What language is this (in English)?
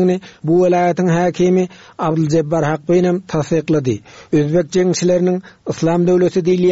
Turkmen